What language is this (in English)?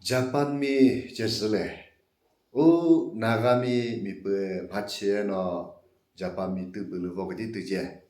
Chokri Naga